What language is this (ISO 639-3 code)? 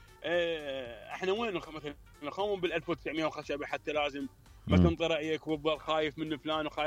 acm